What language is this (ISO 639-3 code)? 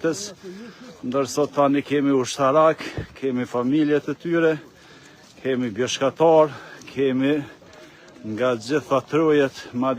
sqi